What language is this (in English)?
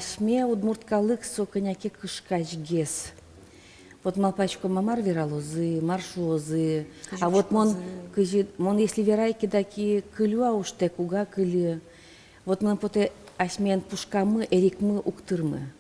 Udmurt